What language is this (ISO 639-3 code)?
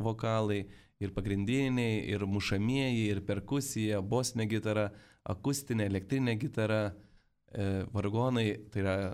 lit